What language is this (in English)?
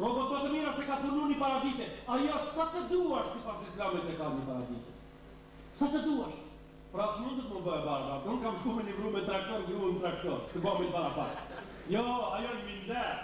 Albanian